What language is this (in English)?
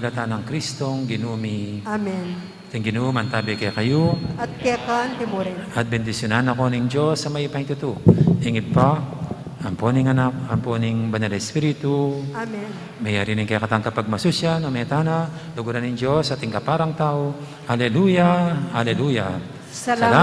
Pampanga